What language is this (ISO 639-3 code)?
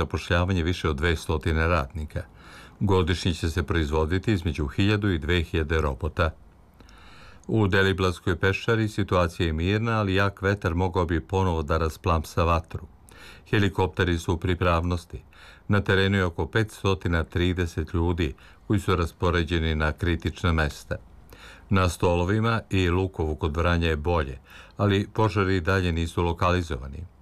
srp